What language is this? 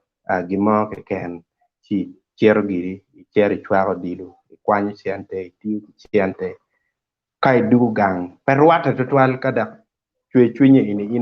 Acoli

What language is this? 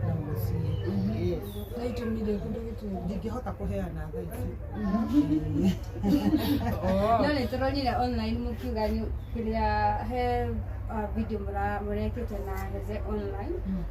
Kikuyu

